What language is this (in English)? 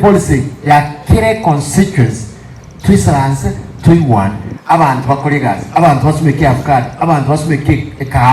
Gusii